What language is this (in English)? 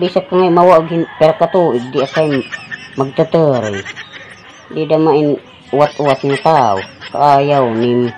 Waray